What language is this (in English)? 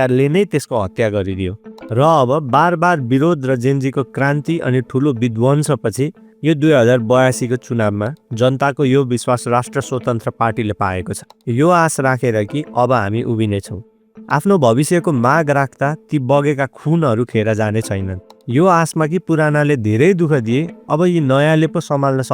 Nepali